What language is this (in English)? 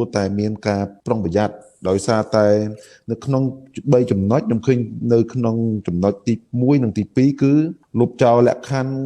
Khmer